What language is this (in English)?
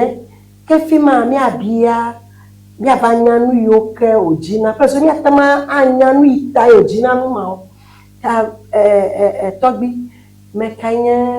Ewe